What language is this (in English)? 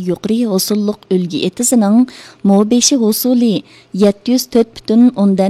Uyghur